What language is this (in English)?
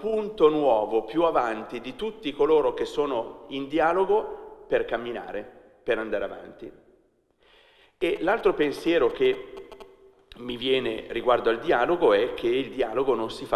Italian